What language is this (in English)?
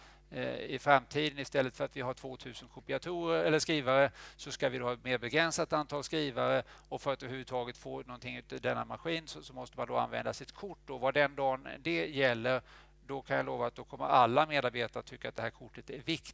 Swedish